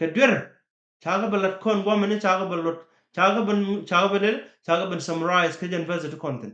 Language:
Nuer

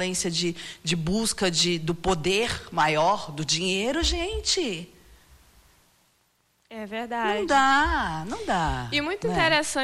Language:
Portuguese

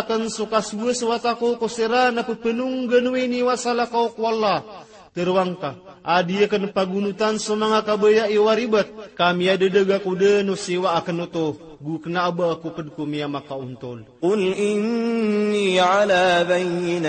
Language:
Maranao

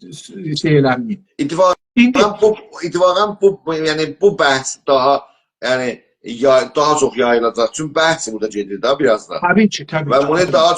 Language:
South Azerbaijani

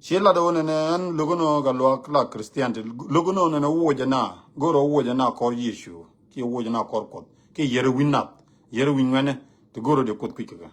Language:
Nuer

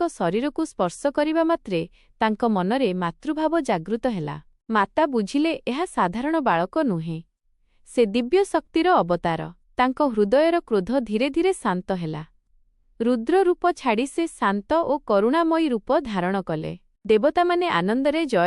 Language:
Odia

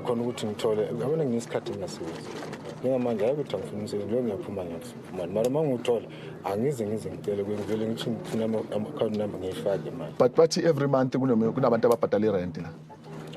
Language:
Zulu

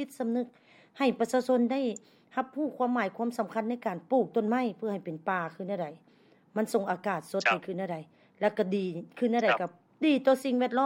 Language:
Lao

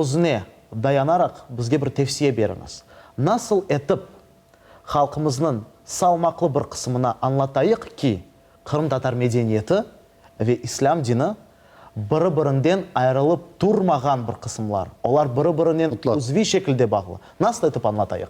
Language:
Crimean Tatar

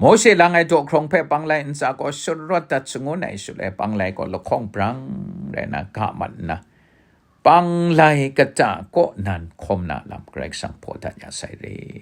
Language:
Kachin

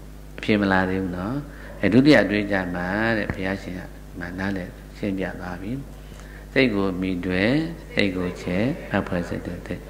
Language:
Burmese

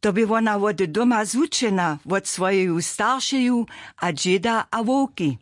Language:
Upper Sorbian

